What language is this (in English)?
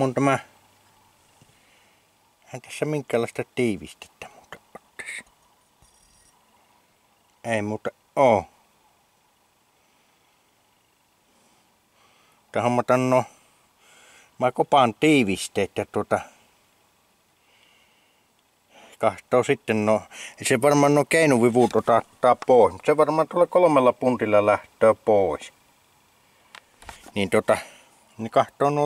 Finnish